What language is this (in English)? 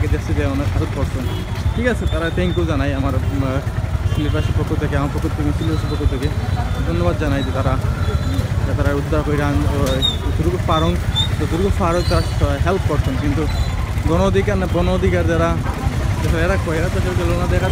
Sylheti